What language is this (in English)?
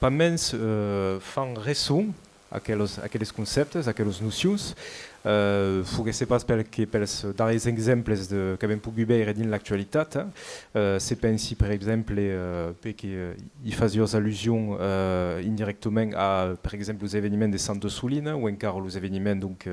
Occitan